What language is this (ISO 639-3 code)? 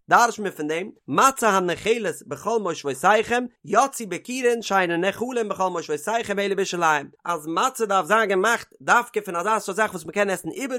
yid